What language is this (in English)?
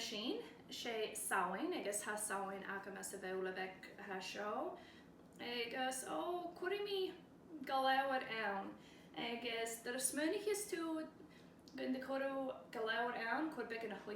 Scottish Gaelic